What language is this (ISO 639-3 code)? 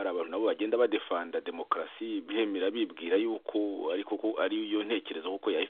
kin